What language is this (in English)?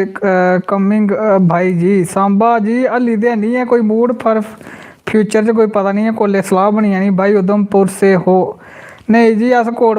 Dogri